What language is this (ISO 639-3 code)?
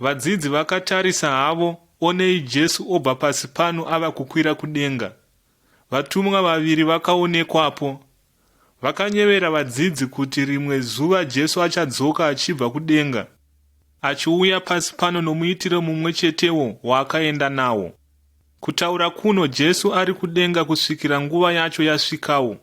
sna